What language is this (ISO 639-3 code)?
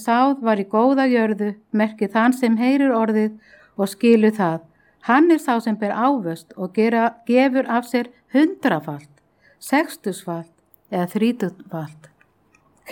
isl